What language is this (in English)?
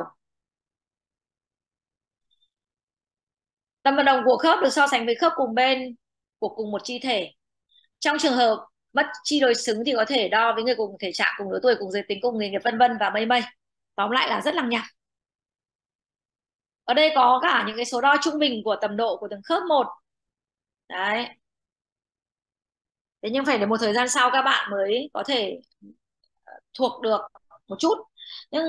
Vietnamese